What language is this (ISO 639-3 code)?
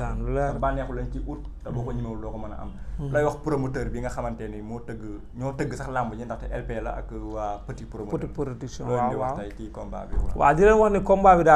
wol